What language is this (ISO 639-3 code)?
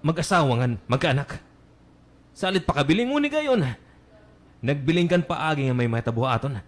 war